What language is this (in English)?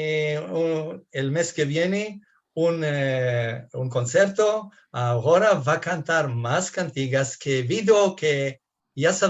Ladino